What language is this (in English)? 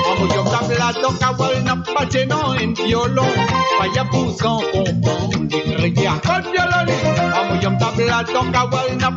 Morisyen